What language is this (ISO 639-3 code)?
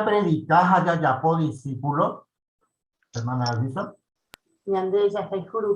grn